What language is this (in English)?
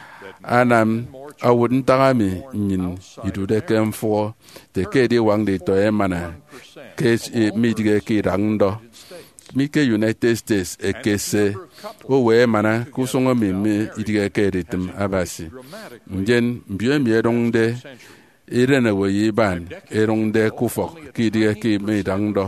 Efik